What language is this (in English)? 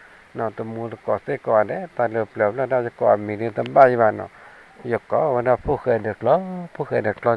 S'gaw Karen